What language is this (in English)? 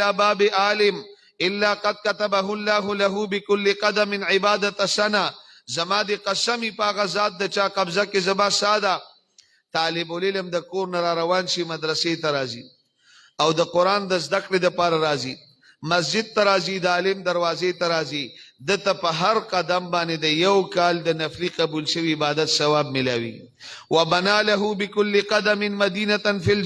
Pashto